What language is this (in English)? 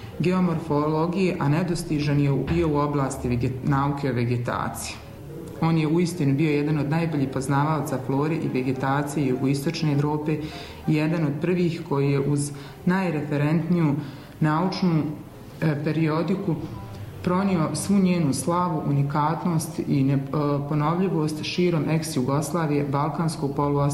Bosnian